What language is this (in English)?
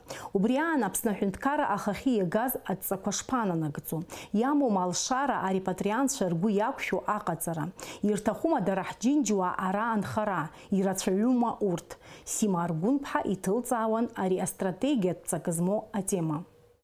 Abkhazian